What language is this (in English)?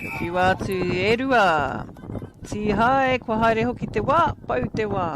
Māori